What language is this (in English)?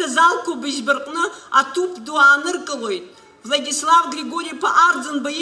Abkhazian